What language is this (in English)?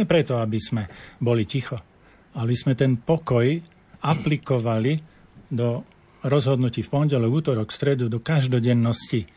Slovak